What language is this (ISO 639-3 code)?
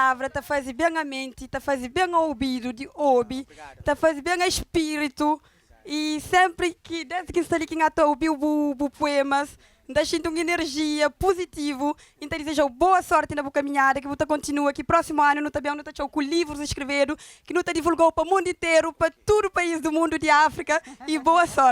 kea